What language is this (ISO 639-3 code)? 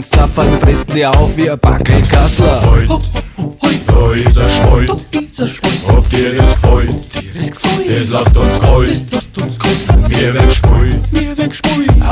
bar